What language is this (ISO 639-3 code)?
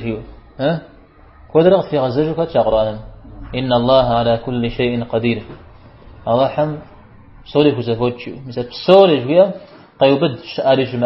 kbd